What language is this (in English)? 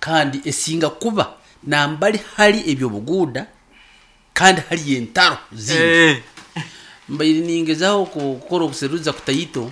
Nyankole